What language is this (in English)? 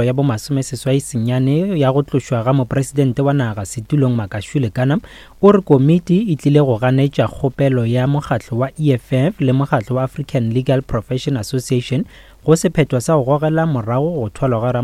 Northern Sotho